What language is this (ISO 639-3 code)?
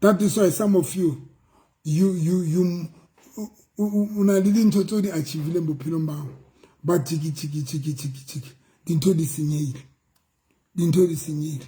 sot